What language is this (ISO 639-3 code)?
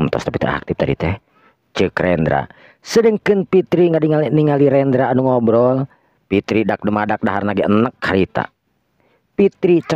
sun